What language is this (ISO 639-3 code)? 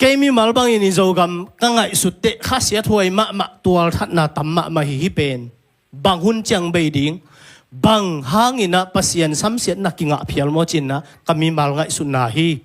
ctd